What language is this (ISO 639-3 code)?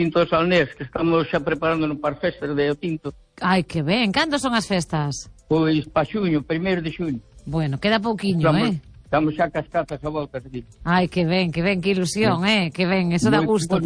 glg